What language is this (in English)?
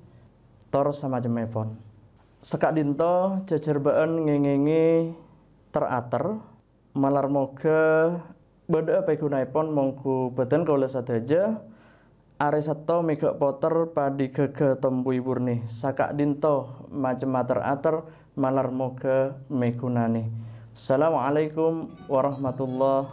Madurese